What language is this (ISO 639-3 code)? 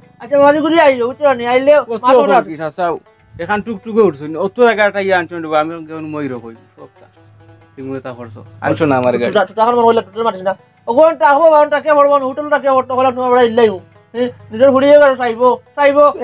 syl